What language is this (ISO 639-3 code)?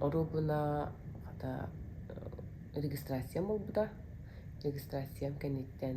sah